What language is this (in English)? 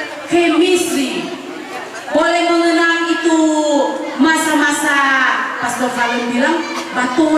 Manado Malay